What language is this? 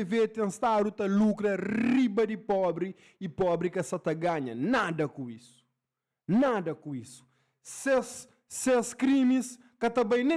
Kabuverdianu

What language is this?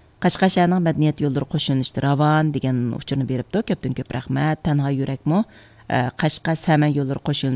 Uyghur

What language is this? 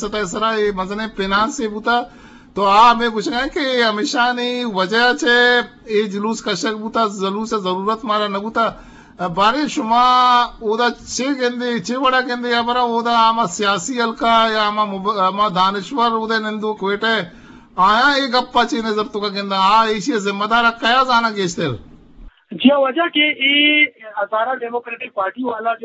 Eastern Balochi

